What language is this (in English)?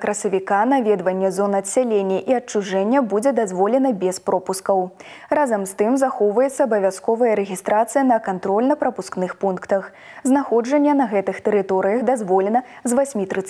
Belarusian